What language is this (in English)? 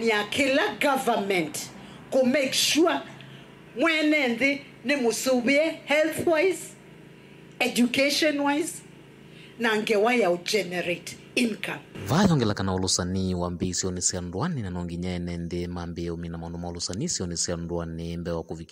Kamba